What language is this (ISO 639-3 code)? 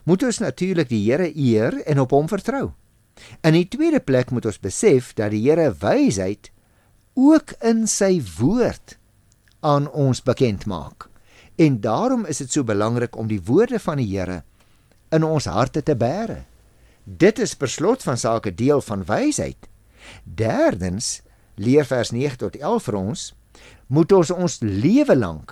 afr